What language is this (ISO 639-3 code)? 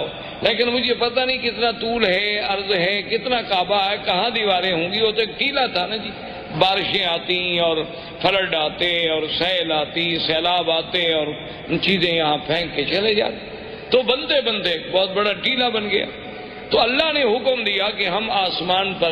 urd